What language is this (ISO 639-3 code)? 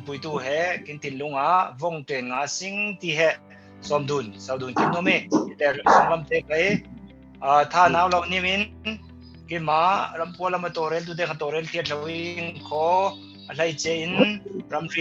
cfm